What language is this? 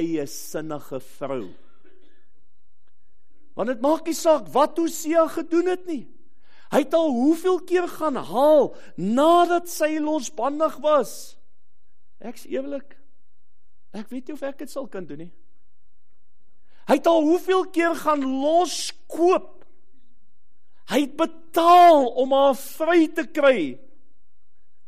Afrikaans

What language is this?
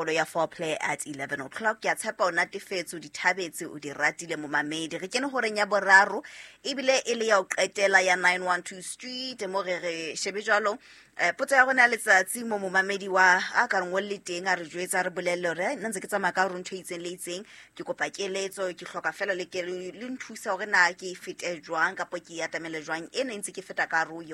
Southern Sotho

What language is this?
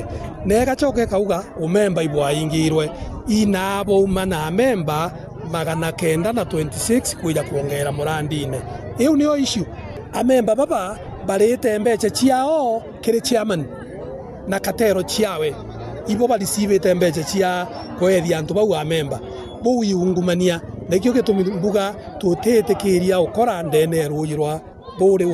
Meru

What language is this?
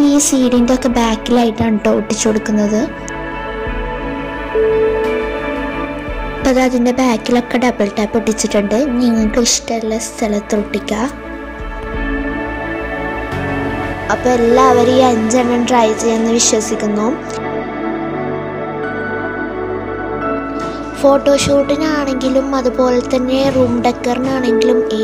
Malayalam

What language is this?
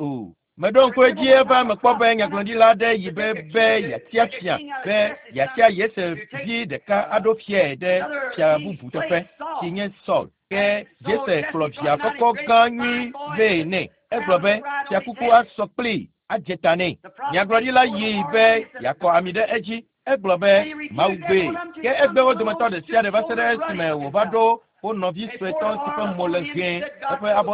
Ewe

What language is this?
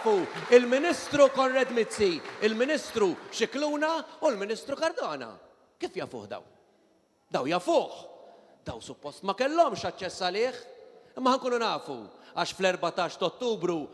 Maltese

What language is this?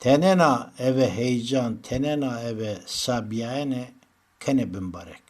Zaza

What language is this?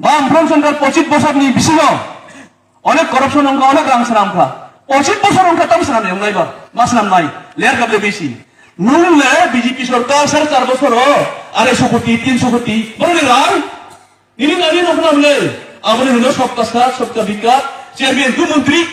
Kok Borok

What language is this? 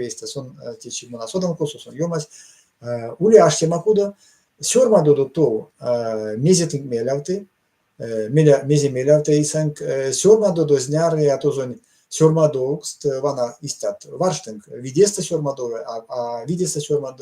Erzya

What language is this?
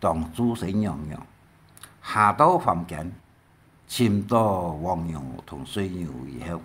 Hakka Chinese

